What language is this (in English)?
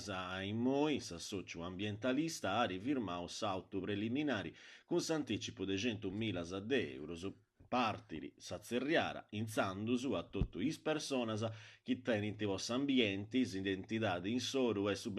Sardinian